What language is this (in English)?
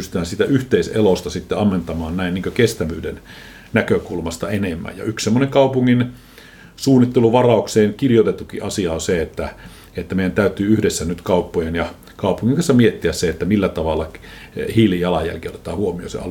Finnish